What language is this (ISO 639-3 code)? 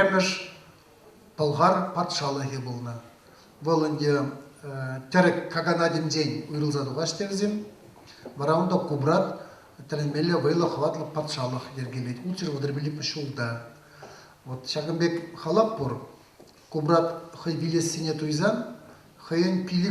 chv